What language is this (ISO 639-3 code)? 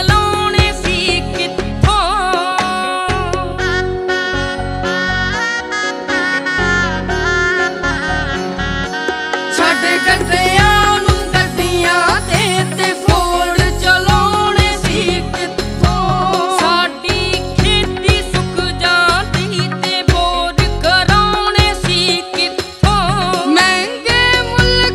pan